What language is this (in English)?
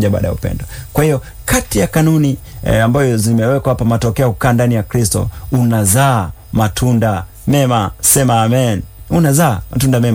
Swahili